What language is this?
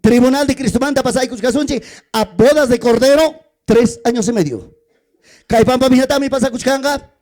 Ayacucho Quechua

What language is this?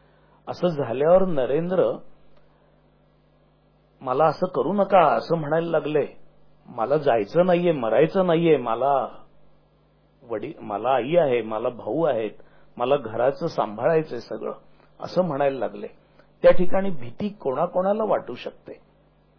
Marathi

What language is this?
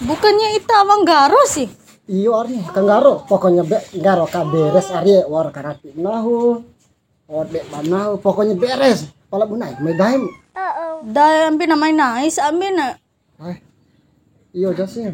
Bima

